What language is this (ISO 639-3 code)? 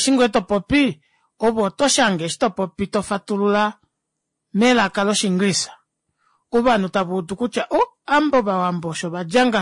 kua